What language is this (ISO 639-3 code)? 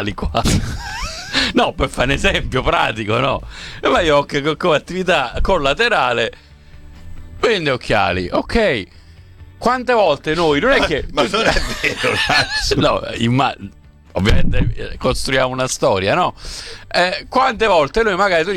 ita